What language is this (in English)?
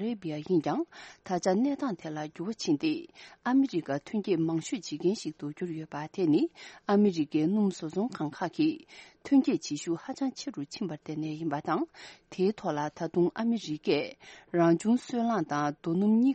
Tibetan